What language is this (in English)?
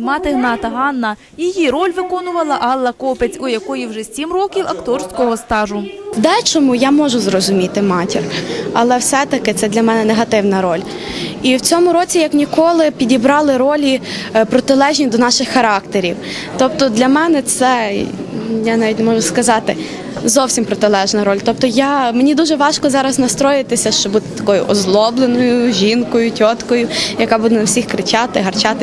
Ukrainian